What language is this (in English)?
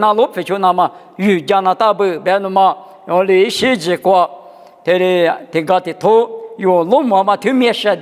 Lisu